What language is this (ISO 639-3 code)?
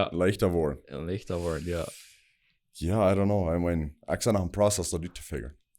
pdt